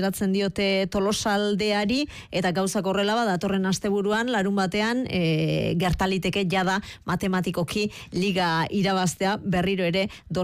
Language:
Basque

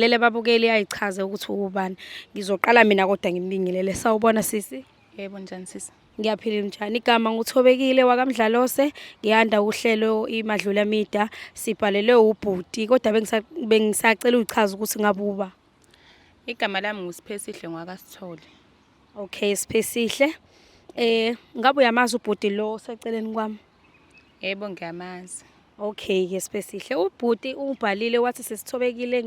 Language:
Zulu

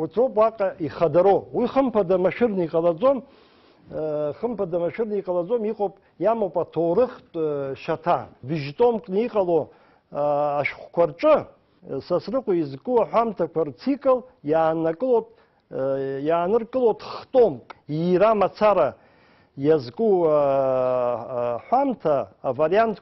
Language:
Abkhazian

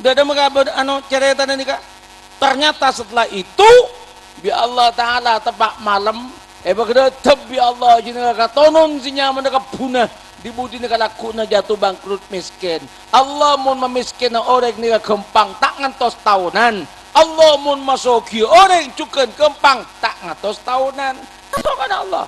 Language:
Madurese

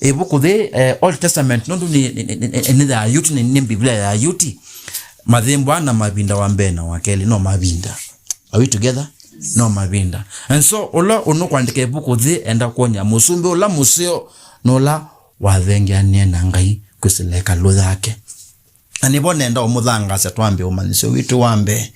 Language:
Kamba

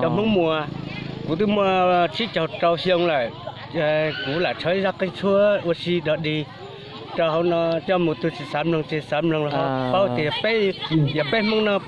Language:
Hmong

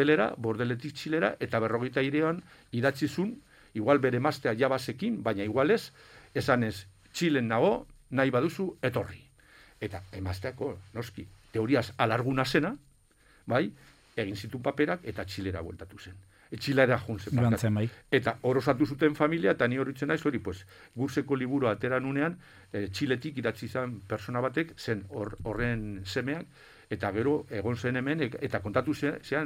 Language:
Basque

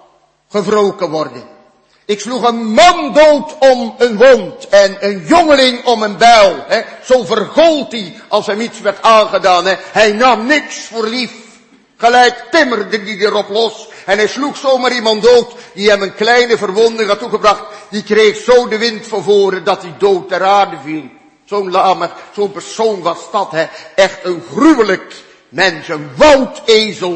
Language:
Dutch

